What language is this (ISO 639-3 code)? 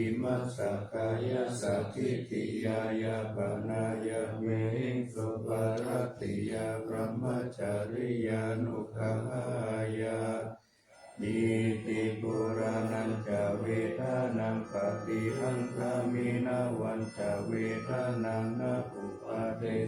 pli